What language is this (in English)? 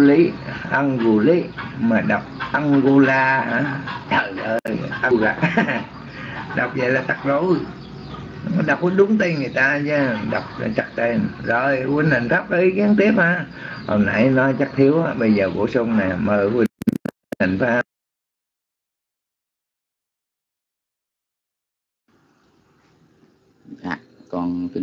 Vietnamese